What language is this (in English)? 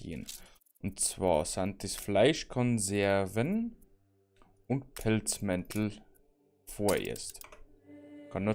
Bavarian